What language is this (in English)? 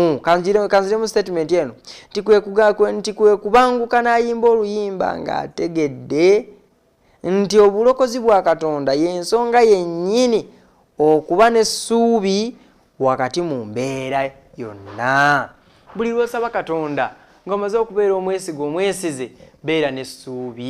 Ganda